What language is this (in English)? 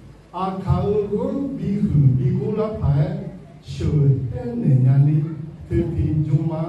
Akha